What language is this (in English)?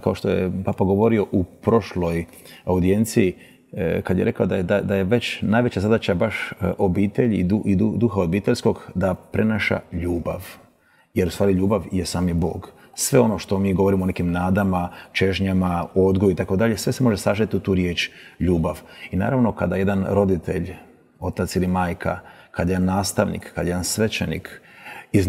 Croatian